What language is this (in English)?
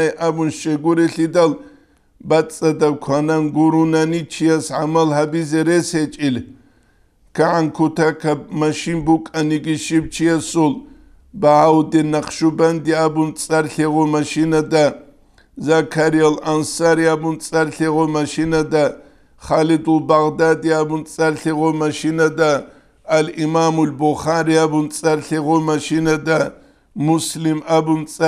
Avaric